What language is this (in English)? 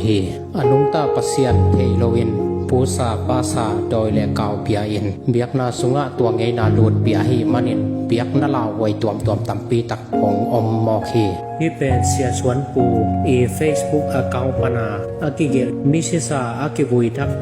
Tedim Chin